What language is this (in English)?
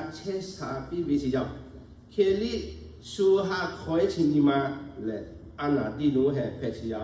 Lahu